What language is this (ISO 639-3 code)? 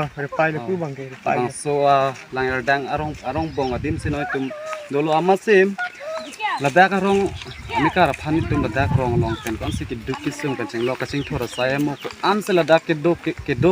mjw